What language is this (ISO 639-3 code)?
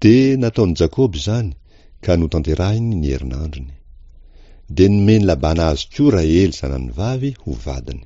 mlg